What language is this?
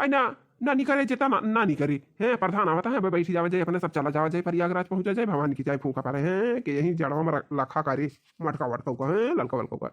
Awadhi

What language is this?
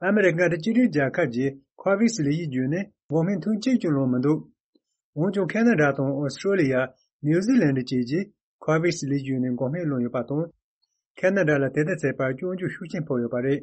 Tibetan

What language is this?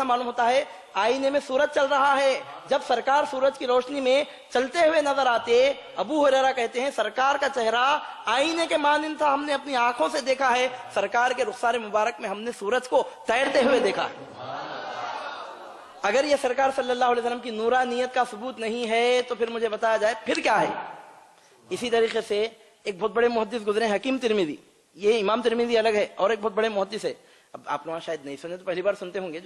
Urdu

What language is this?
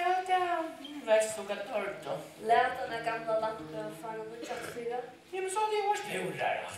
Faroese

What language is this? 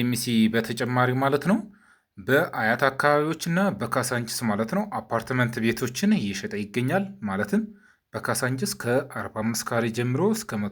Amharic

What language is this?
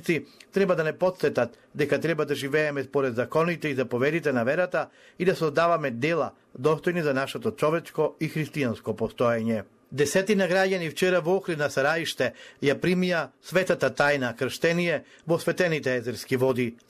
Macedonian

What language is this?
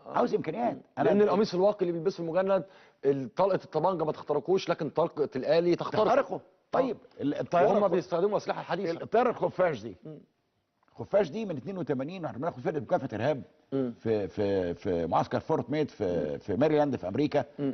Egyptian Arabic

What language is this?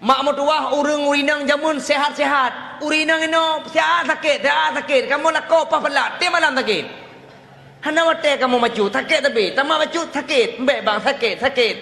Achinese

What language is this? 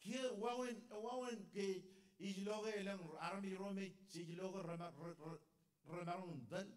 Marshallese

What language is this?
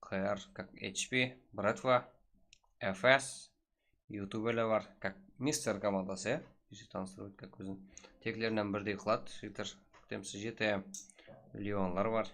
Kara-Kalpak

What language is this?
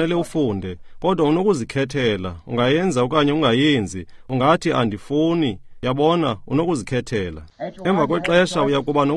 Xhosa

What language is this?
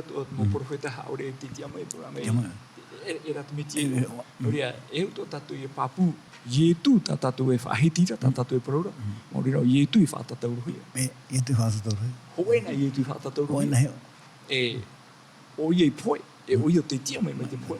Tahitian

